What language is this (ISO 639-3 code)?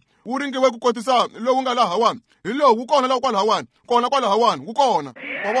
tso